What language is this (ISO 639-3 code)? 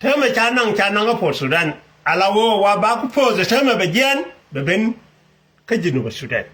nus